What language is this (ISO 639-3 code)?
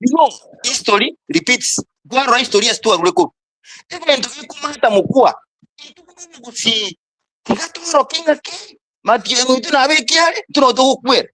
guz